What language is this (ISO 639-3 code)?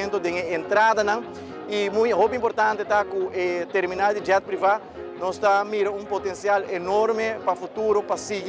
pap